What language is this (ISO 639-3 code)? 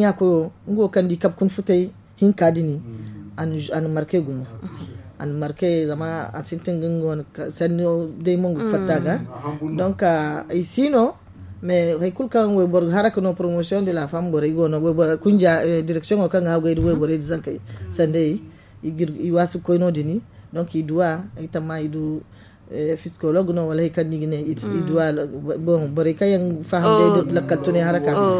dje